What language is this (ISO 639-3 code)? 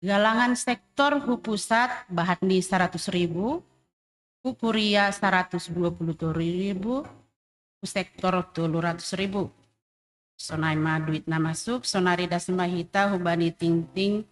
bts